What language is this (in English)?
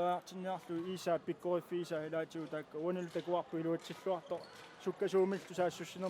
Kalaallisut